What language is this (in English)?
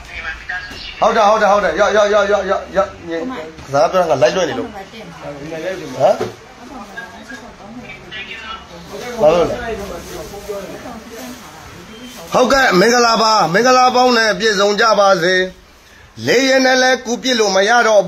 Burmese